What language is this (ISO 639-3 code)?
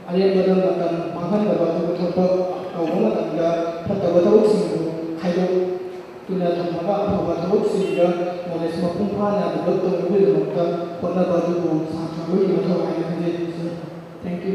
mni